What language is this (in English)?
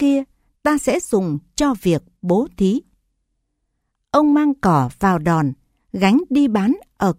Vietnamese